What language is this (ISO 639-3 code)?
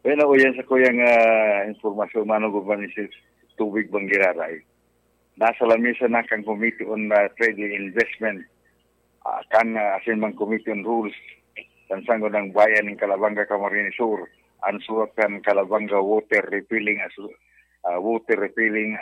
bik